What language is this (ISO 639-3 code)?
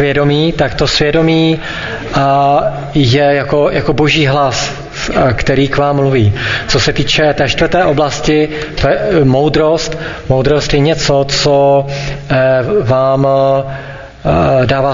ces